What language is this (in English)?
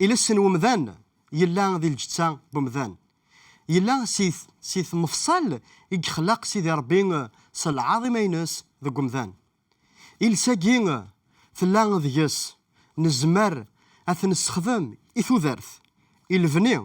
Kabyle